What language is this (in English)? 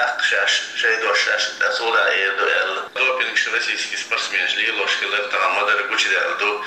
Chechen